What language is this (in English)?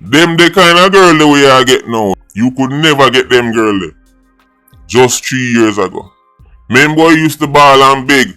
Jamaican Creole English